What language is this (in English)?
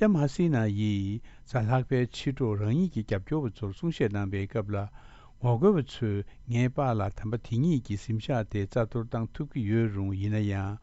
Tibetan